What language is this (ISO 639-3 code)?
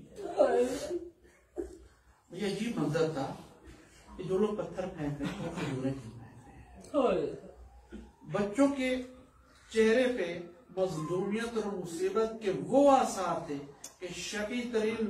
urd